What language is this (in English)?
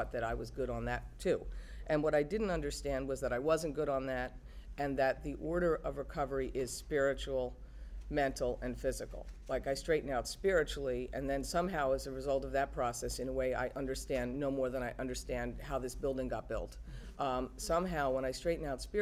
English